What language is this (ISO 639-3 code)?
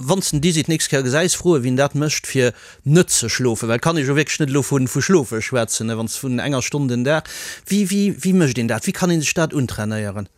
ltz